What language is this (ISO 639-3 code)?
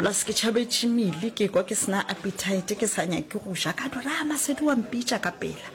nso